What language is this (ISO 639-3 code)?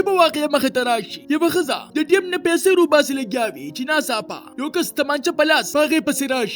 pus